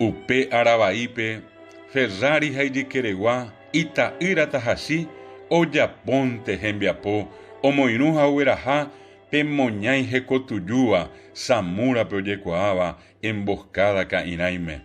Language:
Guarani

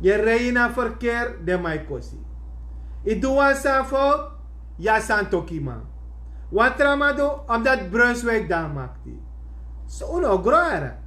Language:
Sranan Tongo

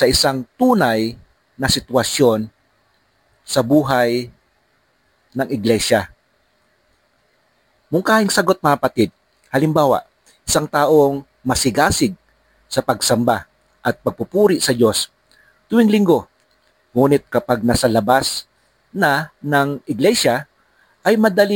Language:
Filipino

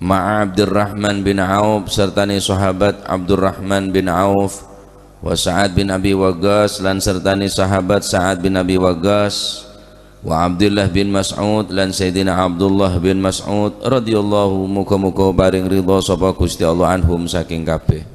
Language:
Madurese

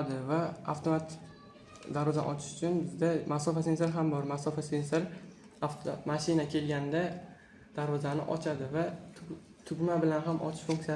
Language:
Uzbek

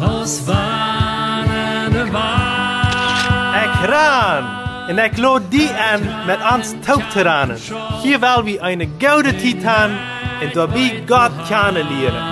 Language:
Plautdietsch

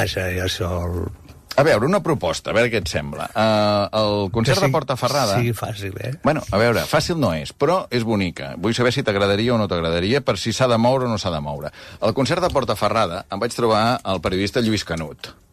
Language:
Catalan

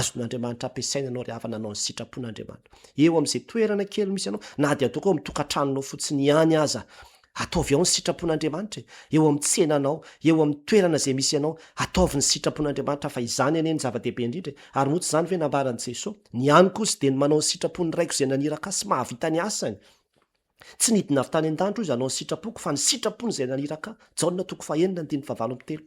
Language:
Malagasy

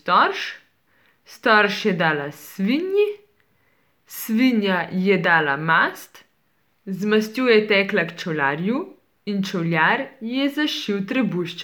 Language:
Slovenian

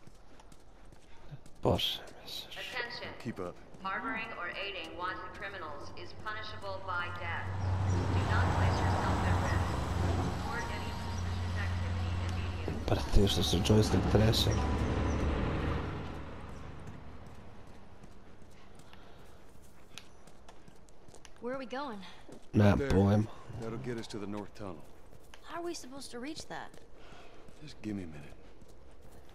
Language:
Croatian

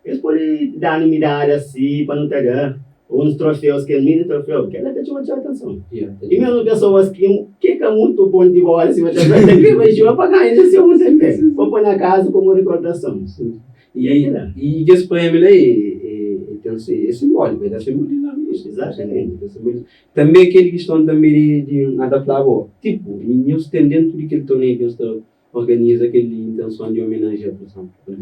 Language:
Kabuverdianu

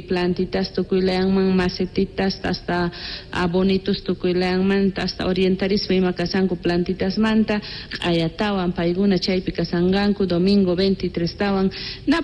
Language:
South Bolivian Quechua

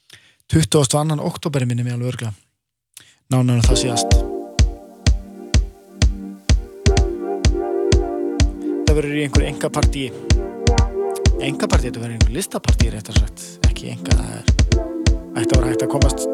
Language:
Icelandic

